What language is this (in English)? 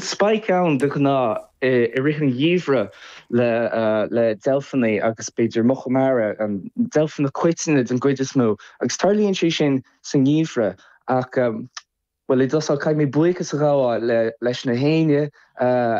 Irish